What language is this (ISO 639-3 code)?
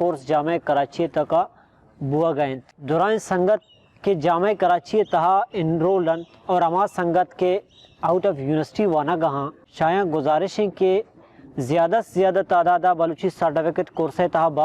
bal